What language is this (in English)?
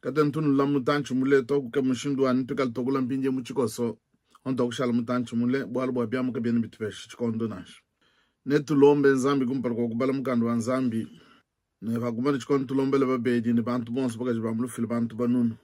Luba-Lulua